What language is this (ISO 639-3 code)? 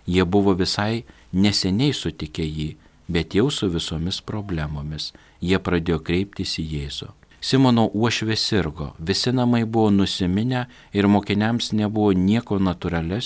lit